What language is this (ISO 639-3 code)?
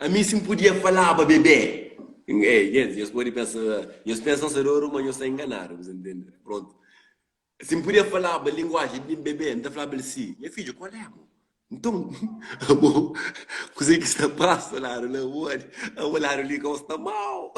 kea